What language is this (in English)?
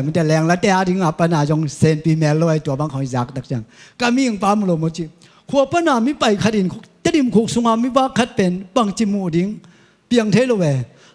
Tedim Chin